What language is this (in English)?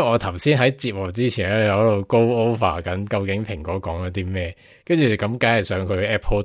Cantonese